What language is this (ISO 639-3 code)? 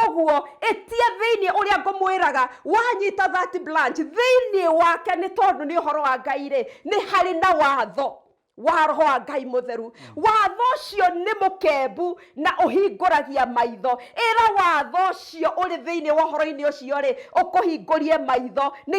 kik